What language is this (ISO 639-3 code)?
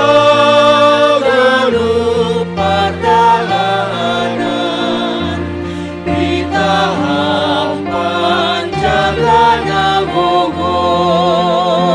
bts